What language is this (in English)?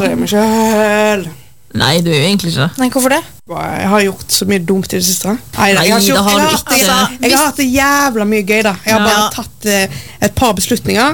Norwegian